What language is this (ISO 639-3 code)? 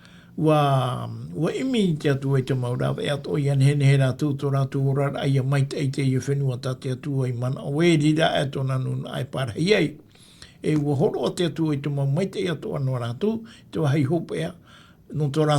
tah